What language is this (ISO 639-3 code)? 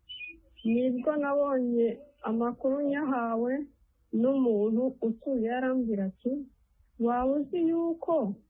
kin